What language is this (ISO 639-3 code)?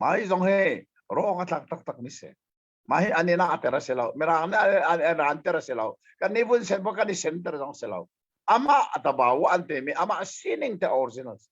cnh